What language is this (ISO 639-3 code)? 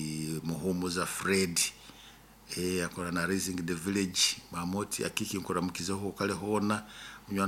nyo